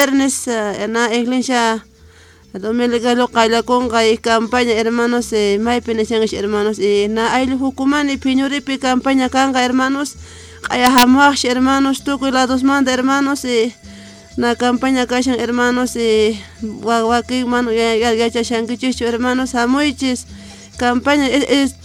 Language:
Quechua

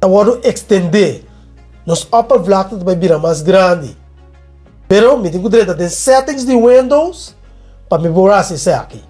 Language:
Papiamento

